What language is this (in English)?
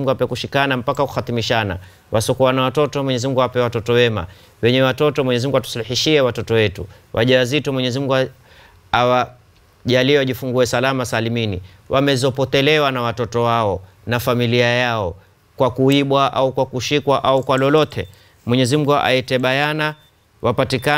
Swahili